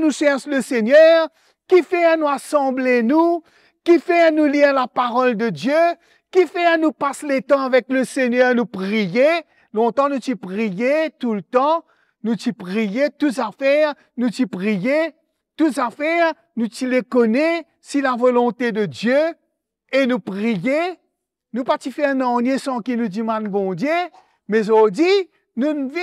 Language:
Morisyen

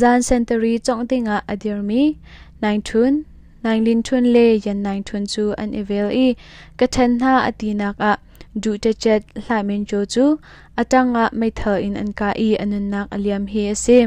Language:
Hakha Chin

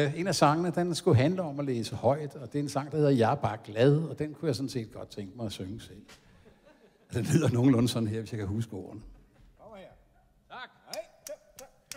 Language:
Danish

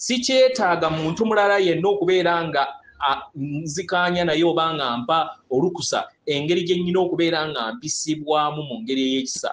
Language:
Ganda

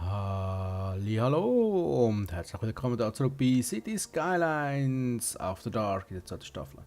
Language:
Swiss German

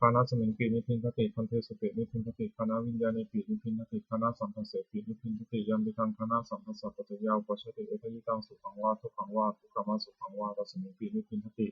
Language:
Pali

